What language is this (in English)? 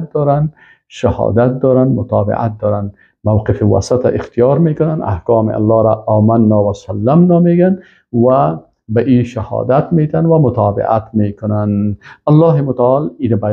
Persian